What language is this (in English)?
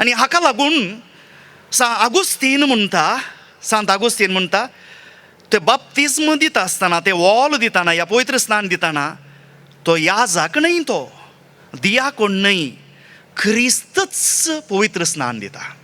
Konkani